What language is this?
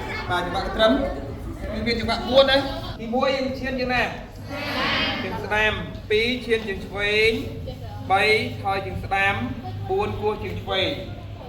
Khmer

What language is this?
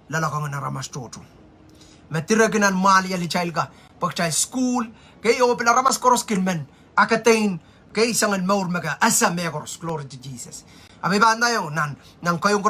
Pohnpeian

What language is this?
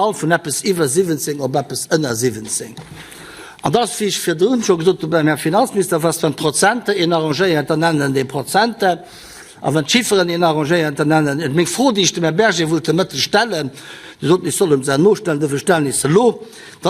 Luxembourgish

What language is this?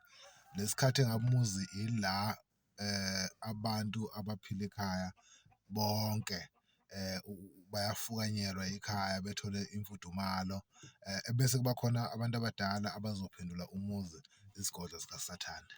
Zulu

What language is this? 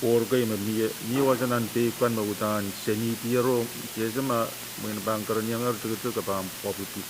Pohnpeian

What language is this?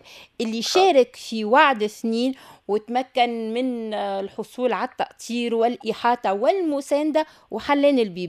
Tunisian Arabic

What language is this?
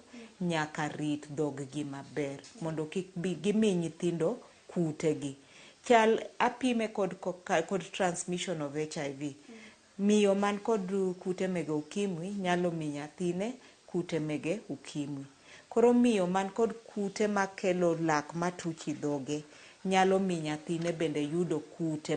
Luo (Kenya and Tanzania)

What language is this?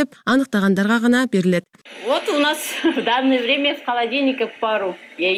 Kyrgyz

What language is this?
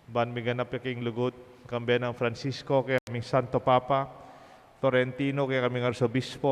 Pampanga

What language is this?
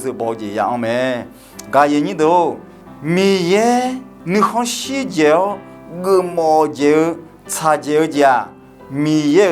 Akha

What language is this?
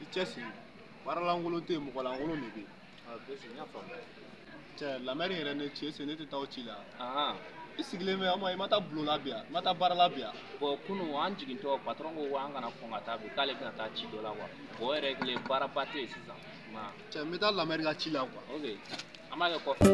Bambara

